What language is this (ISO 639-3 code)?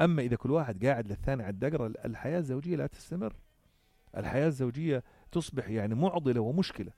apc